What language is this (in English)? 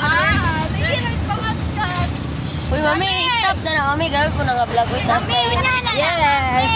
Cebuano